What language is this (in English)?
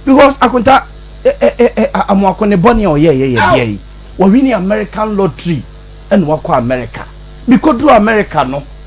Akan